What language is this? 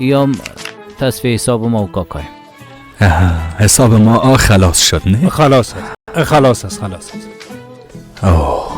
Persian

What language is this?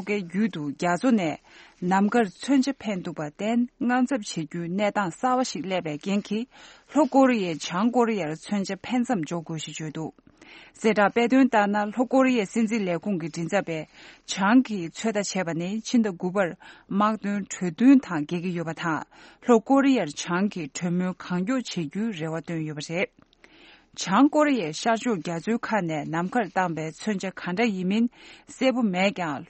Tibetan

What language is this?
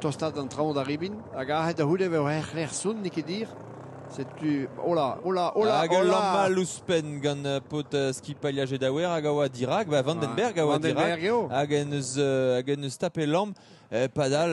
Breton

